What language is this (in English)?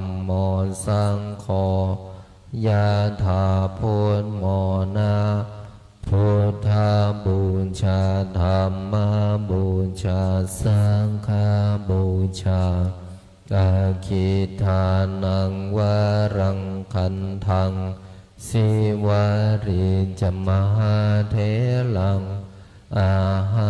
Pali